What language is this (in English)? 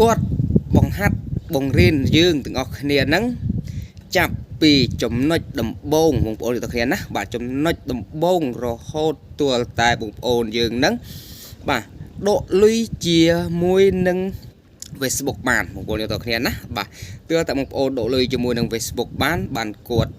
Khmer